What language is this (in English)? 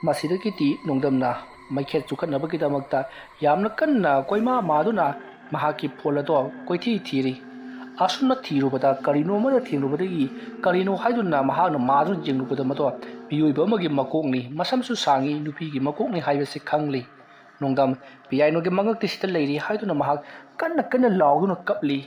Manipuri